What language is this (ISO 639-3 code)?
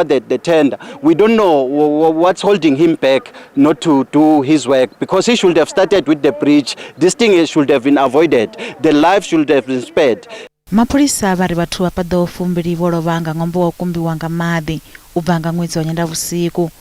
ven